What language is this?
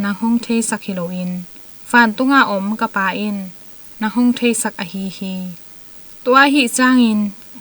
Tedim Chin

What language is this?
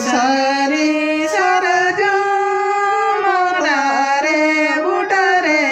Santali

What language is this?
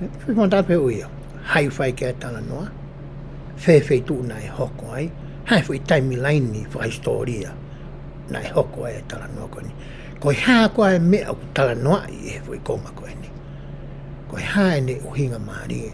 Tongan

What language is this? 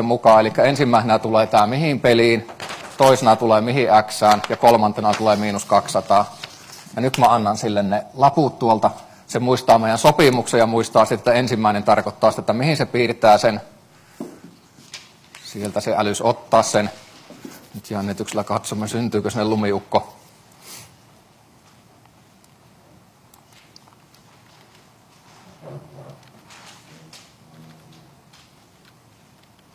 Finnish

